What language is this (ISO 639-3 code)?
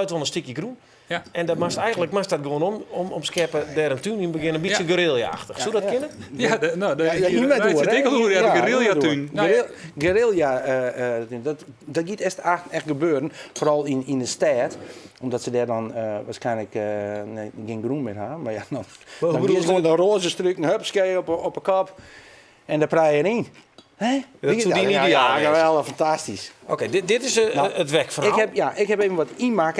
fry